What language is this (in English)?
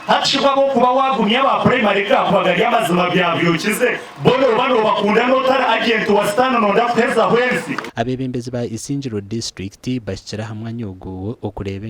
Nyankole